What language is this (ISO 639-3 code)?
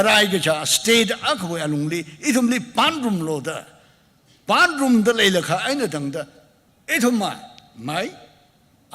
nmf